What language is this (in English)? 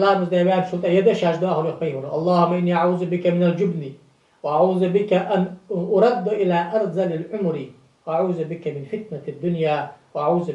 Ingush